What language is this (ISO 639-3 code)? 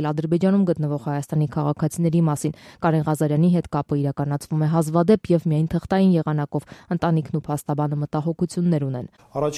hye